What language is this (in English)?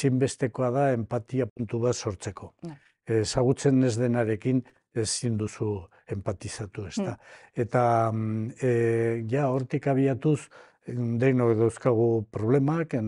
Basque